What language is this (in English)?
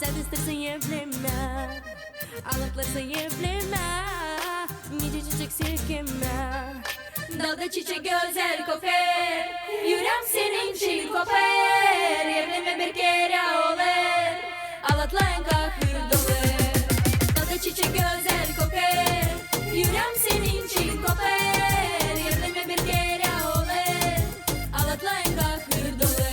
Gagauz